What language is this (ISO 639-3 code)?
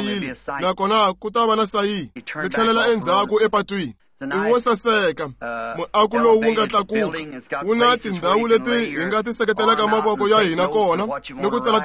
tso